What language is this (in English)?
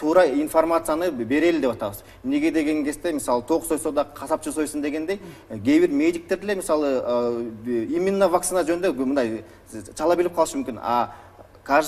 Kyrgyz